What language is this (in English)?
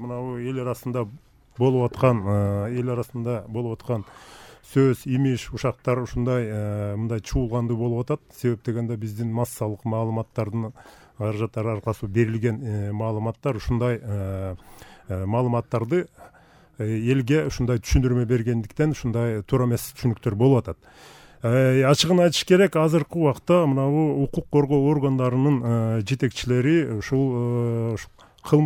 Kyrgyz